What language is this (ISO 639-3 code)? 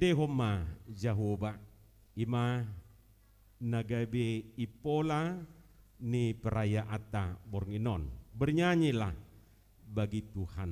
bbc